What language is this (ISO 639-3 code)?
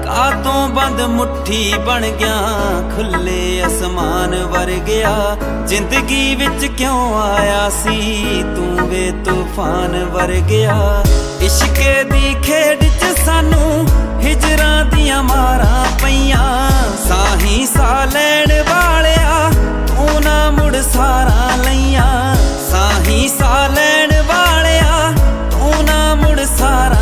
pan